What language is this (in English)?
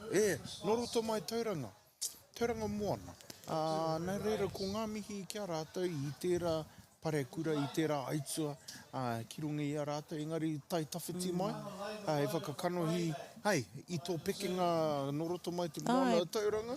Māori